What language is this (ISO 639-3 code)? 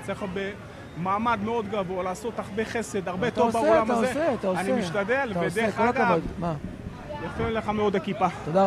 heb